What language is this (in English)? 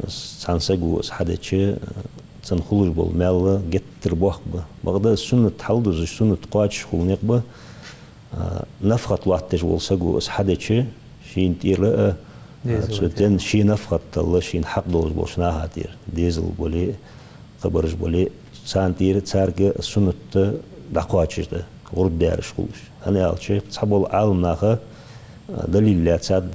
Ingush